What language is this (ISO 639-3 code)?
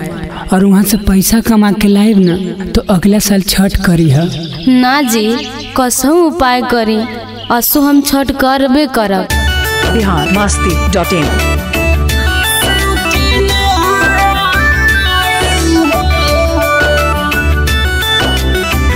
bho